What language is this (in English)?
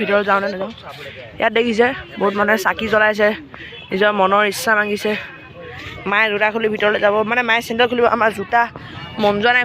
Assamese